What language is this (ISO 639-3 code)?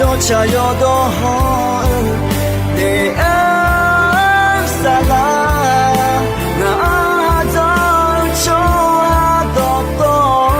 ahk